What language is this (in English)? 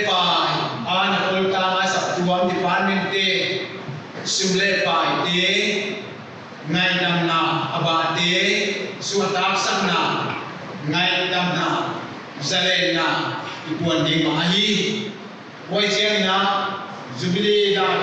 Paite Chin